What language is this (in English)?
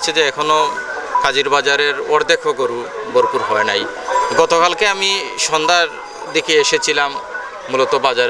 Sylheti